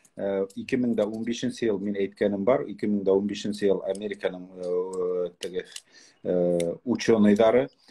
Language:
Bashkir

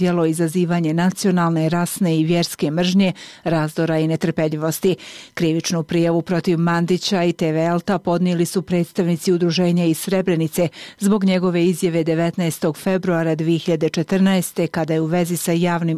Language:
Bosnian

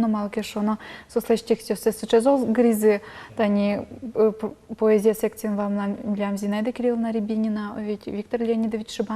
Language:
Udmurt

